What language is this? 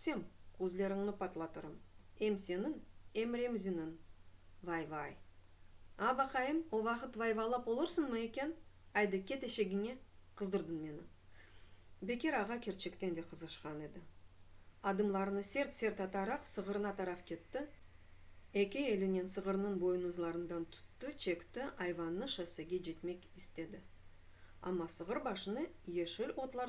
Crimean Tatar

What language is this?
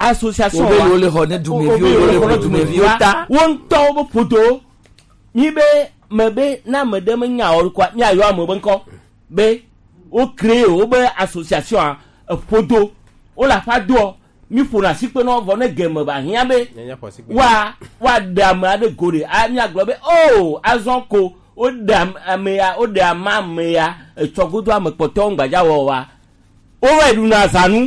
Gen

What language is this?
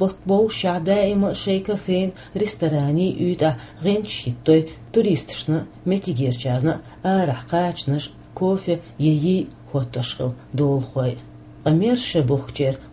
Chechen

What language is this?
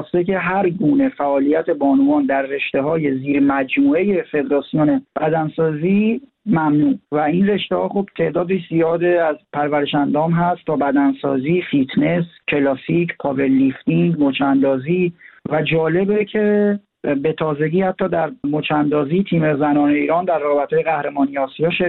Persian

